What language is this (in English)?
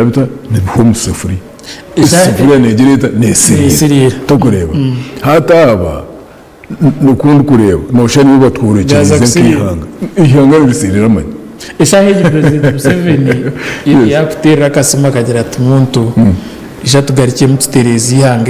Nyankole